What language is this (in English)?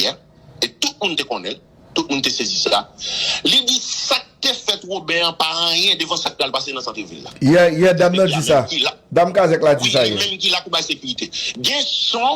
Haitian Creole